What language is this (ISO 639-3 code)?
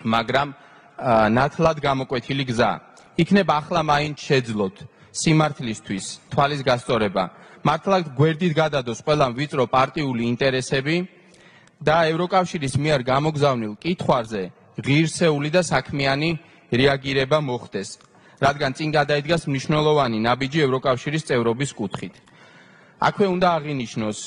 kat